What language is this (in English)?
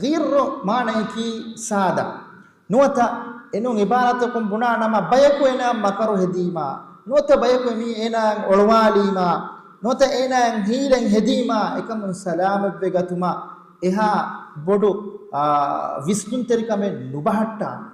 Divehi